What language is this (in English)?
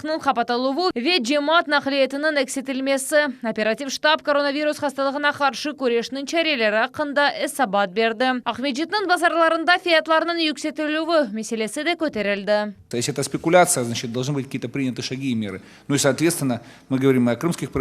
Crimean Tatar